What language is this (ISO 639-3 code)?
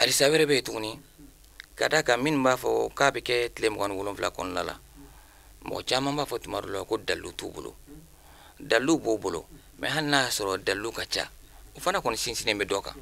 bam